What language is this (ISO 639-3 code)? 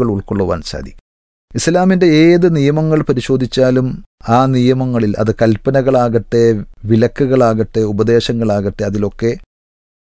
mal